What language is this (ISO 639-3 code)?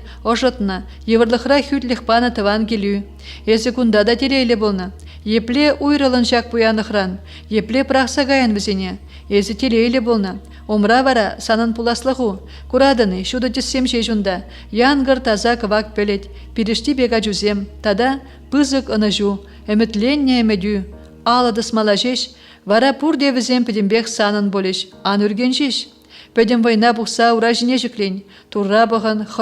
chv